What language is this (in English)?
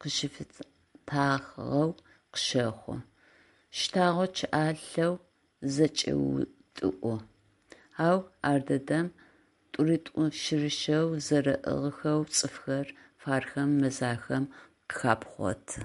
Adyghe